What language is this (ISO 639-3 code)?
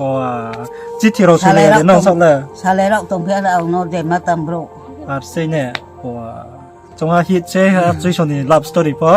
ria